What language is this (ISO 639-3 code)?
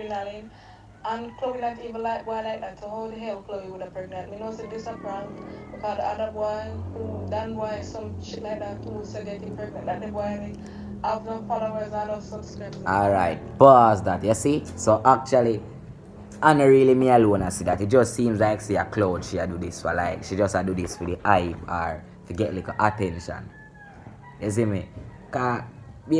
jam